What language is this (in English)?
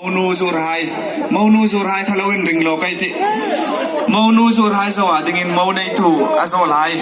Hmar